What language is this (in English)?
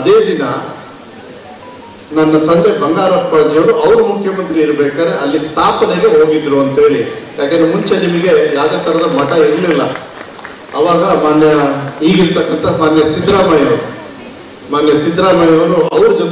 Kannada